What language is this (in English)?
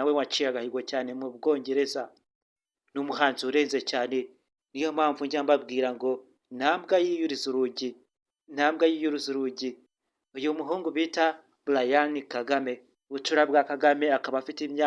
Kinyarwanda